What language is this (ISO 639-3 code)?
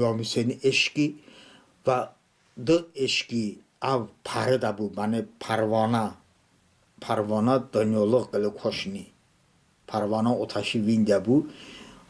tly